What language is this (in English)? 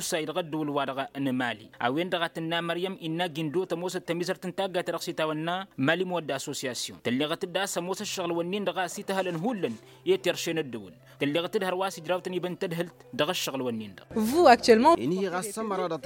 Tamasheq